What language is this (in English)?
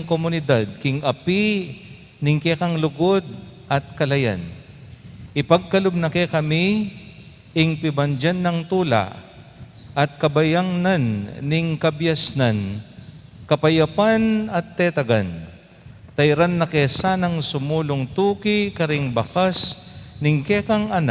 Pampanga